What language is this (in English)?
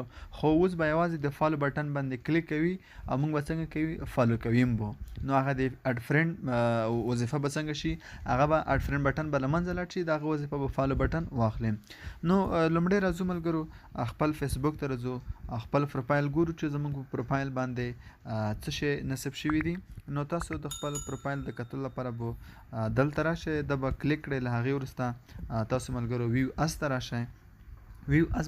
Pashto